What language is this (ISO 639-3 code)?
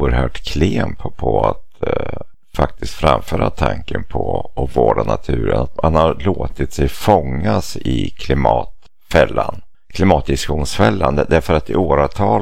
swe